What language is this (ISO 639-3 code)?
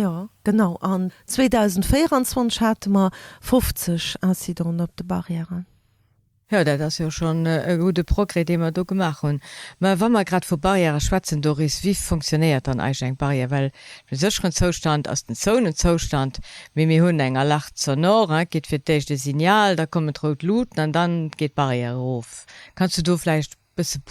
ltz